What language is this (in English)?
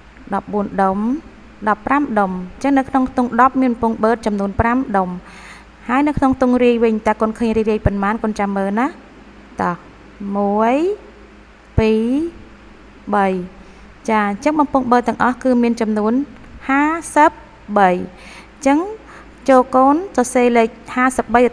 Khmer